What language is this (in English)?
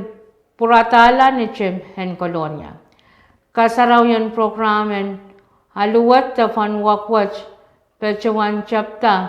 Pohnpeian